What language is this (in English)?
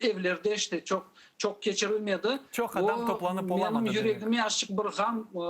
Crimean Tatar